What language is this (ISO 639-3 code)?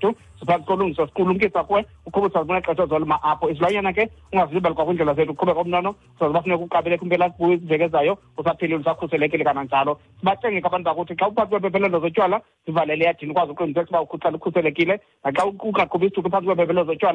xho